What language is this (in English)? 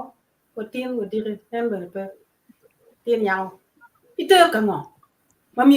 Acoli